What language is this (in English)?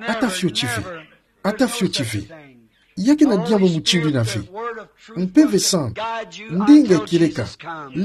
Kituba (Democratic Republic of Congo)